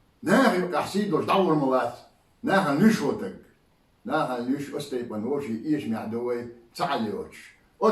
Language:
Chechen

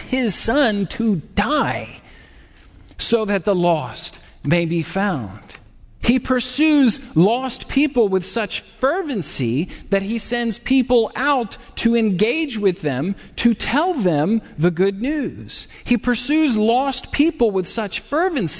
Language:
English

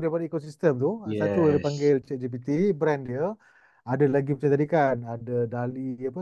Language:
Malay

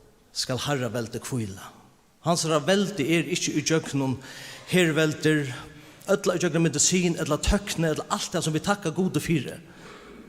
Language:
Faroese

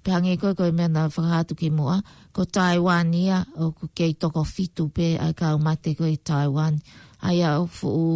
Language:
Tongan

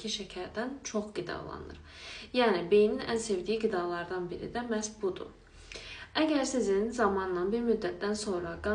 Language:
Azerbaijani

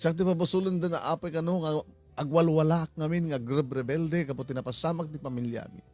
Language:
Iloko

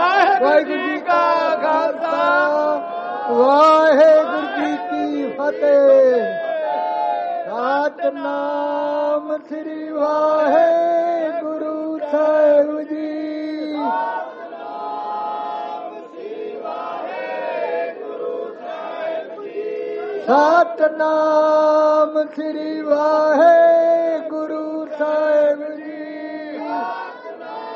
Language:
Punjabi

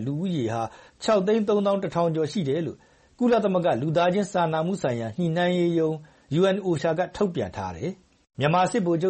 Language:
Burmese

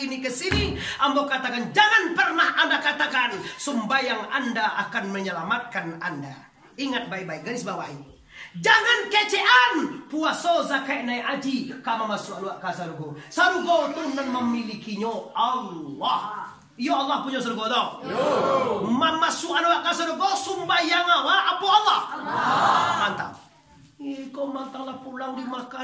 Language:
Minangkabau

